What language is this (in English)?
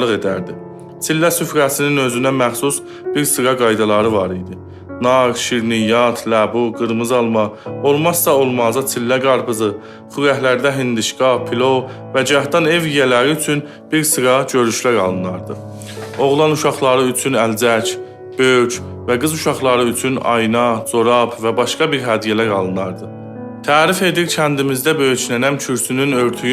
South Azerbaijani